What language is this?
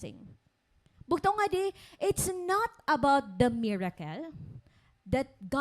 Waray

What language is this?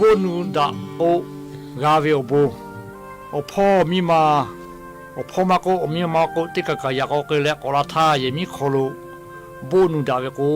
Lahu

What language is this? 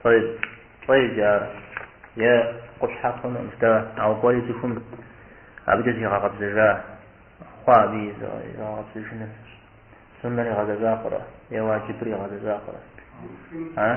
Kabardian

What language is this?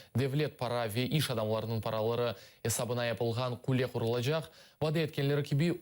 Crimean Tatar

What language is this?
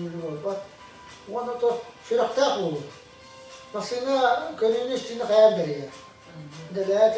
Yakut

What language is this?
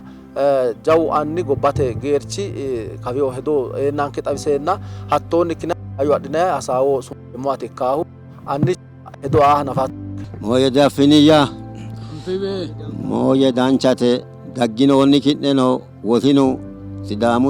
Sidamo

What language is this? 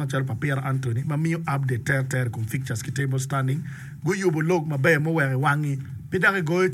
Acoli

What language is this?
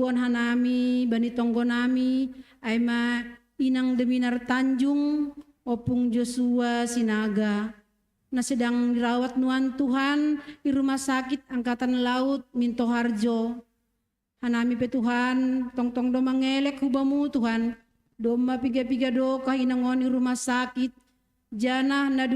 Batak Simalungun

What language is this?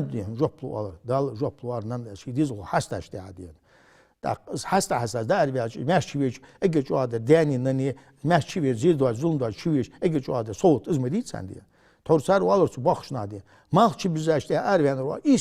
Ingush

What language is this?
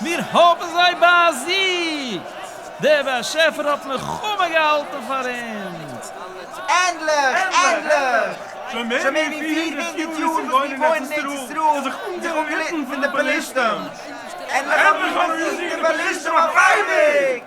Yiddish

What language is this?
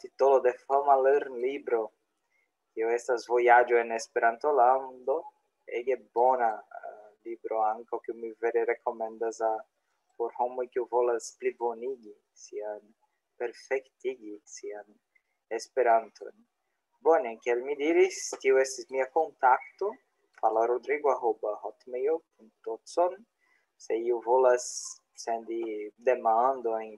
Esperanto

